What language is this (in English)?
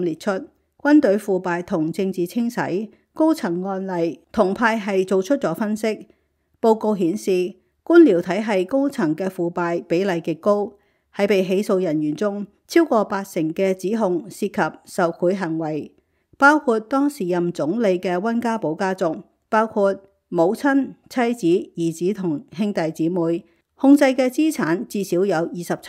Cantonese